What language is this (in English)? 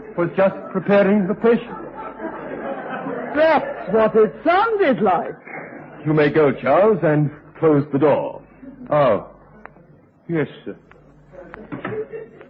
English